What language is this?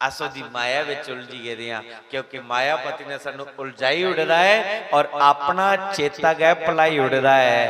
Dogri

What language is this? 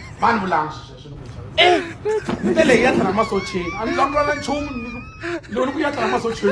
Tsonga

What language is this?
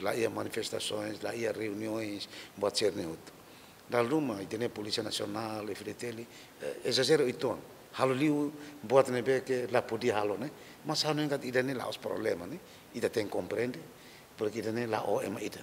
Tetum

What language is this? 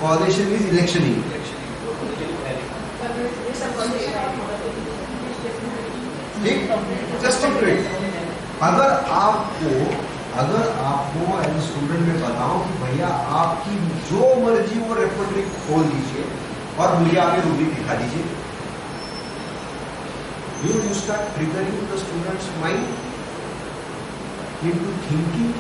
Hindi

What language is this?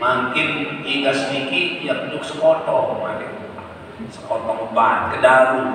Sasak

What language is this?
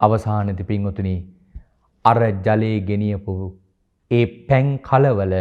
Sinhala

